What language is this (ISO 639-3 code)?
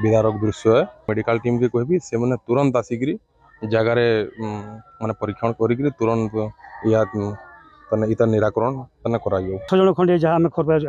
ori